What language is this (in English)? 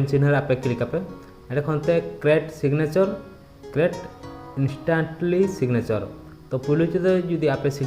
Santali